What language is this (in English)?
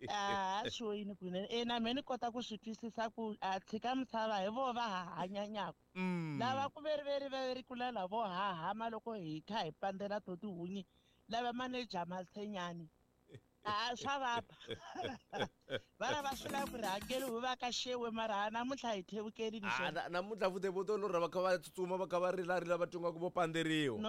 Tsonga